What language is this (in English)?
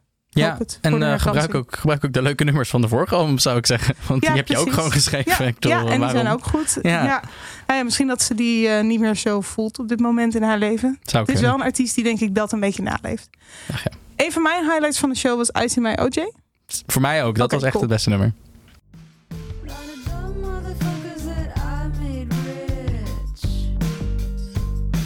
Dutch